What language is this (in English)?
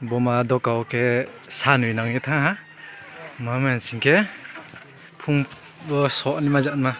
Riang (India)